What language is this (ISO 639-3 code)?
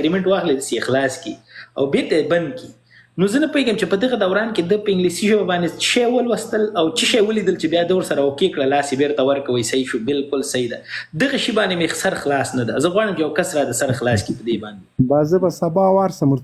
pus